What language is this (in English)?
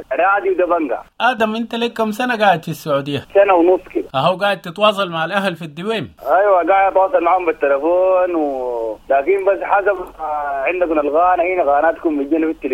Sudanese Arabic